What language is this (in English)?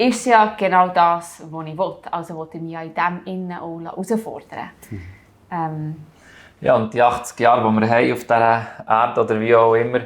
Swiss German